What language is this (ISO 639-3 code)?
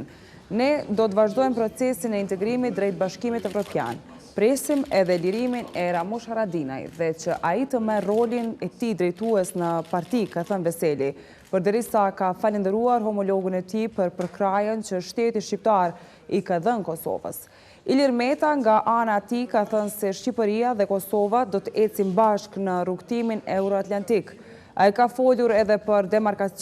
sqi